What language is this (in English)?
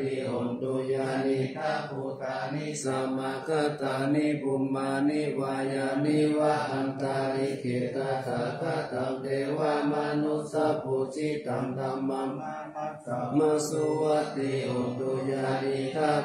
Pali